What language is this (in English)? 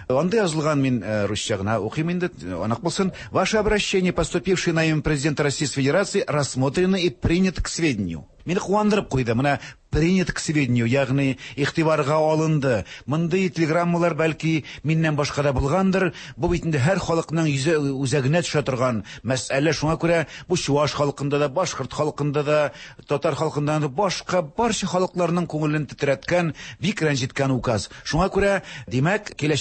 Tatar